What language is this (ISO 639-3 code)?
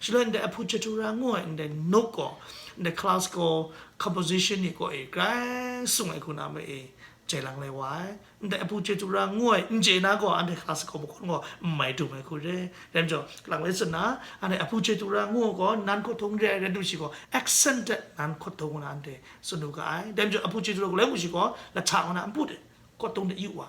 kac